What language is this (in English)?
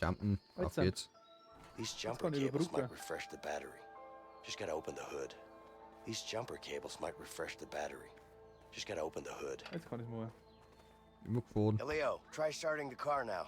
Bavarian